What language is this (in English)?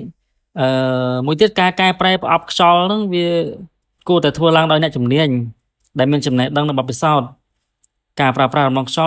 Khmer